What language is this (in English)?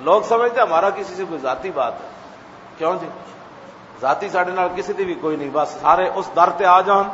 Western Panjabi